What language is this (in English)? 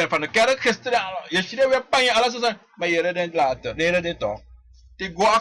Sranan Tongo